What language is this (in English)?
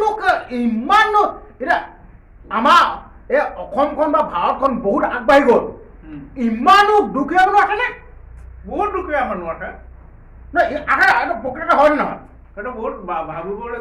Assamese